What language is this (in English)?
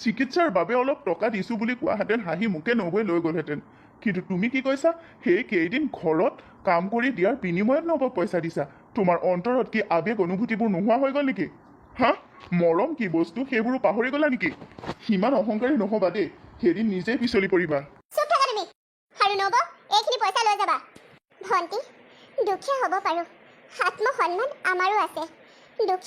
Assamese